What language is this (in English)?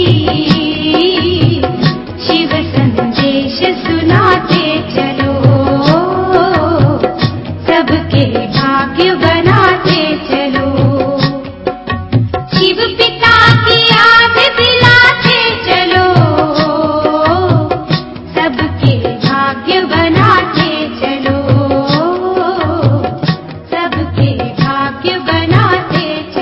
Hindi